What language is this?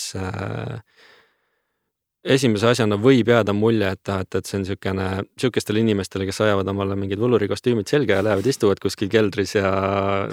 Estonian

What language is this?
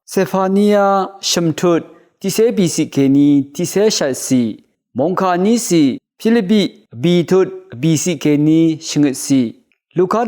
Rawang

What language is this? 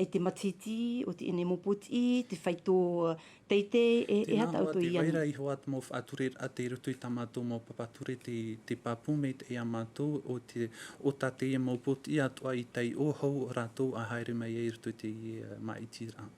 Tahitian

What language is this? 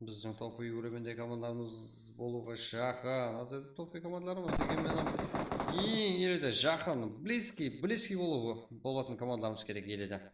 Kara-Kalpak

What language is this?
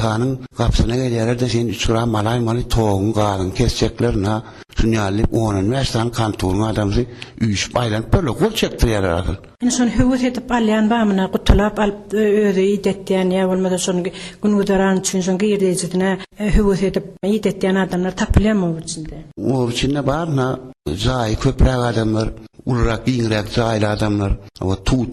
Turkmen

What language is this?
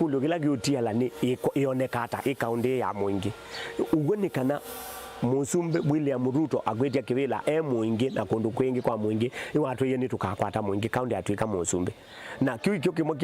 Kamba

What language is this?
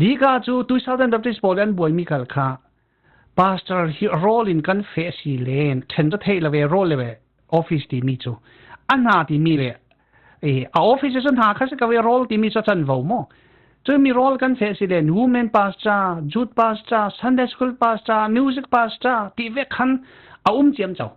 Falam Chin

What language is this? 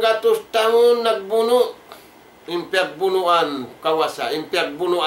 Tausug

